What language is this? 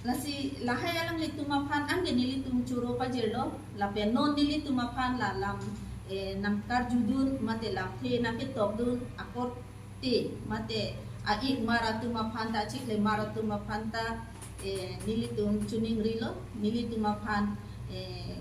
Karbi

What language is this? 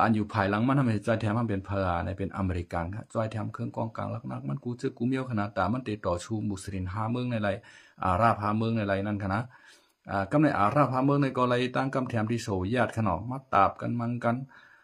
Shan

